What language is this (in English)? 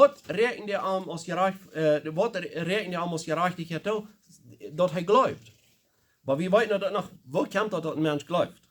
Plautdietsch